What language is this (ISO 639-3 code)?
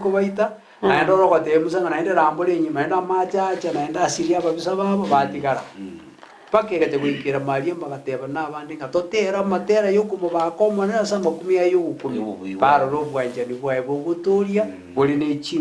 guz